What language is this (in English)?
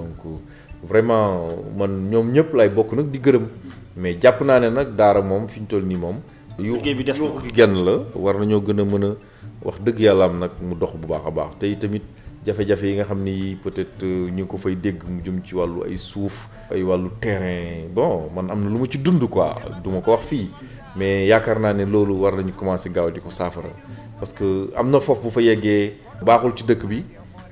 Wolof